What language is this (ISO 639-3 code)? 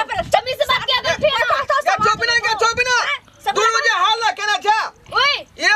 mai